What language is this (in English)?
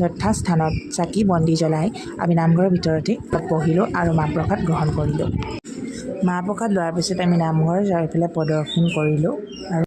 Assamese